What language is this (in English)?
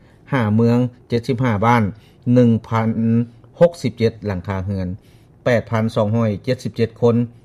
Lao